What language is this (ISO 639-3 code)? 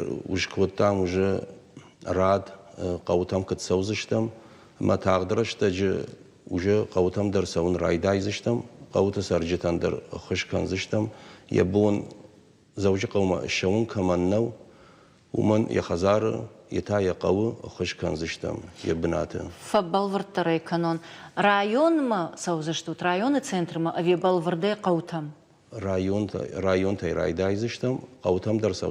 oss